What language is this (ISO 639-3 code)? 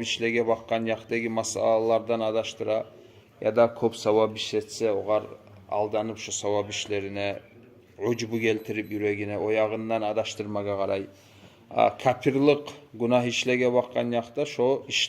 kum